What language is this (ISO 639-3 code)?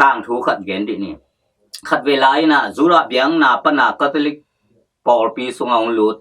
ctd